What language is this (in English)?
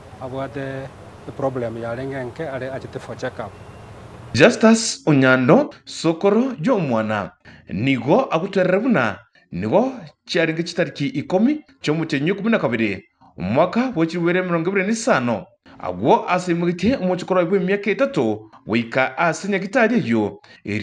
Gusii